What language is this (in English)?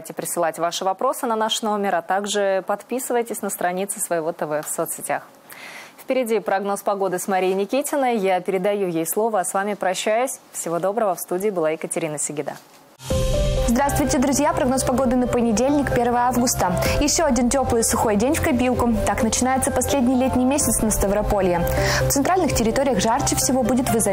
Russian